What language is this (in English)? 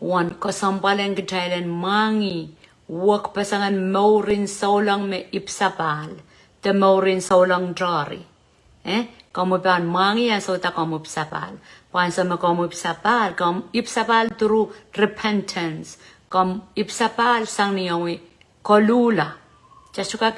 Pohnpeian